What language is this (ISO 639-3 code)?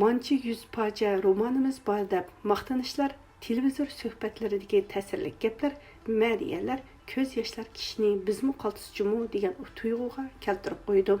uig